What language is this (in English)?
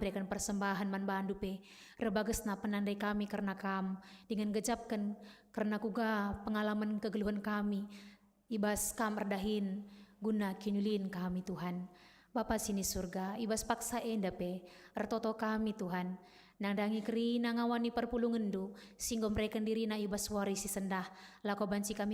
Batak Karo